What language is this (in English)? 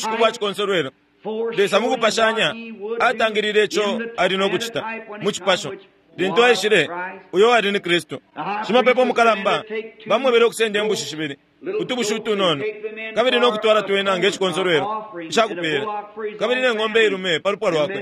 Bemba